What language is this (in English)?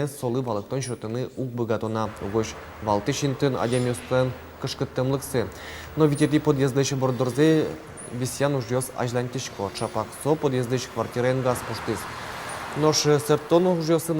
Udmurt